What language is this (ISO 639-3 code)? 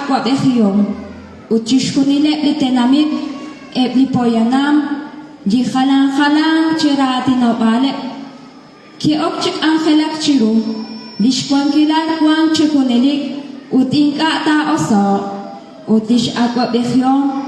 kek